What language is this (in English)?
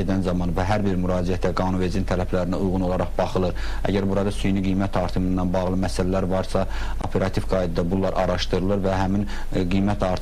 Azerbaijani